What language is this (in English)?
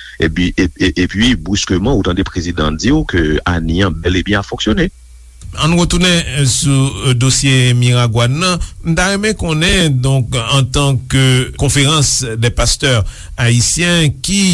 Haitian Creole